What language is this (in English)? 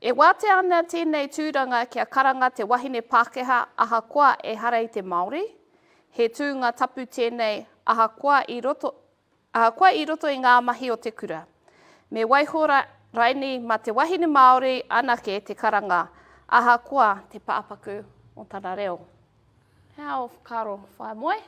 Māori